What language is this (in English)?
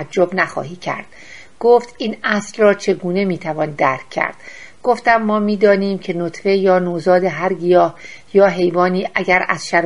Persian